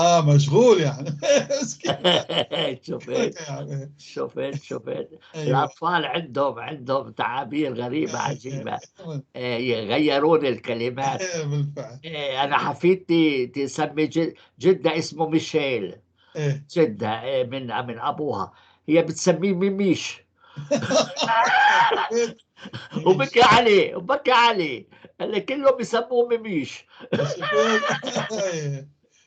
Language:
North Levantine Arabic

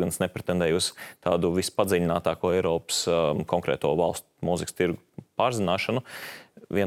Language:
Latvian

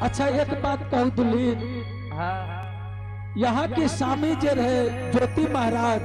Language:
Angika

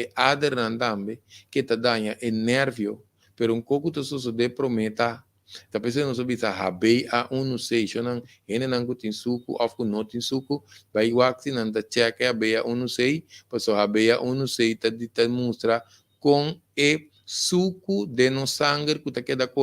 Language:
Papiamento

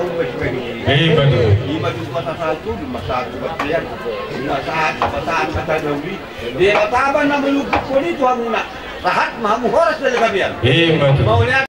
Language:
Batak Toba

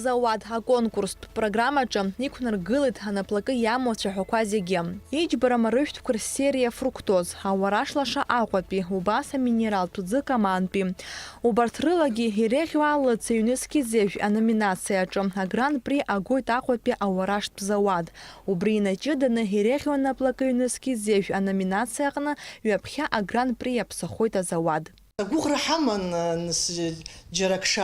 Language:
Abkhazian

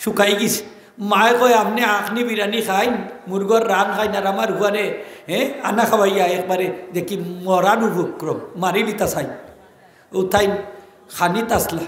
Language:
Sylheti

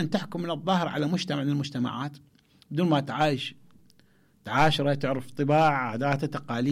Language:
Mesopotamian Arabic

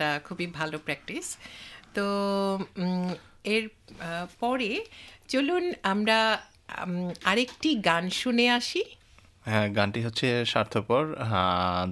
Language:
Bangla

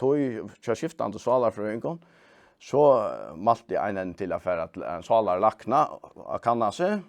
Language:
Faroese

